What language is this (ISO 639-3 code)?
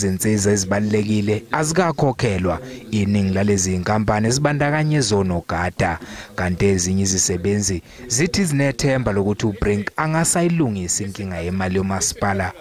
zul